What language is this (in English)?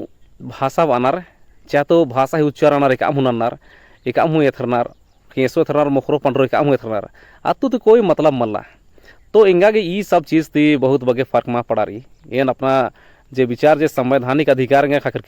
Kurukh